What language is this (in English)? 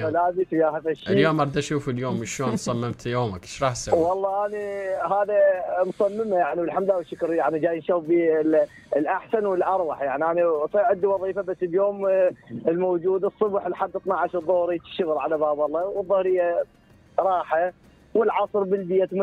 Mesopotamian Arabic